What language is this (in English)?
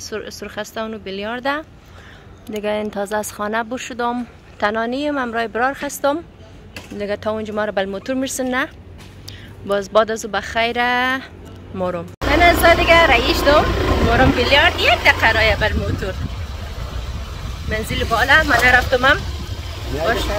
Persian